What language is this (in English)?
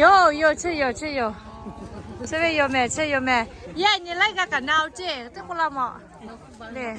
Lahu